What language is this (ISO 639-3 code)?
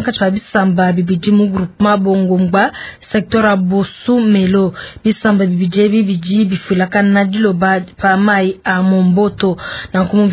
lua